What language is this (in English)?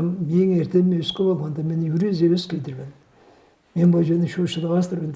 Tuvinian